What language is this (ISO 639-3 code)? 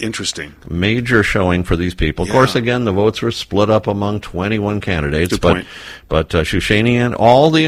eng